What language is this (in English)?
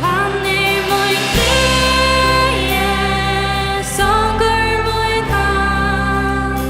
Faroese